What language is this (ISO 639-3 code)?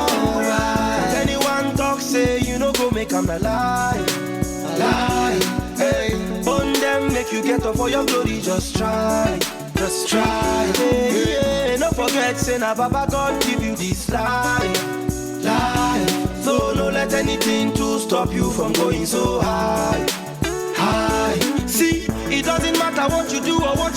pcm